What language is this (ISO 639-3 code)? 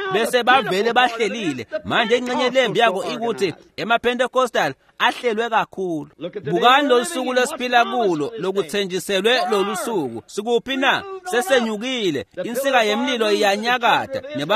ssw